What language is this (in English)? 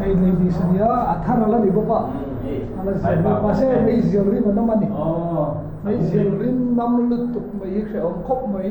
Mizo